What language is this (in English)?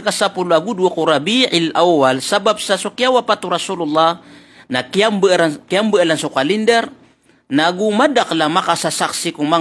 Maranao